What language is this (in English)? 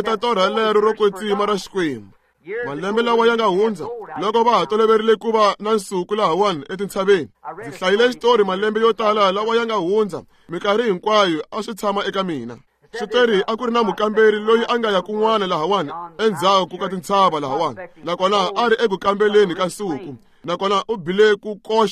Tsonga